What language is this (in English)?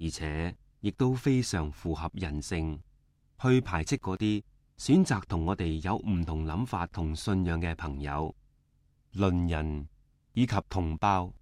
Cantonese